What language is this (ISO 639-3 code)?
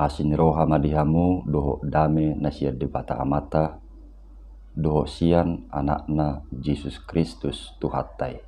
bbc